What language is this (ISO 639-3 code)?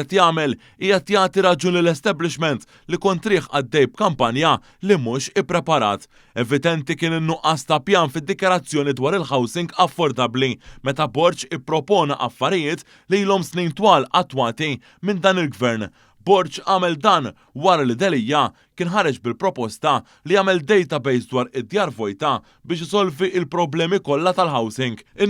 mlt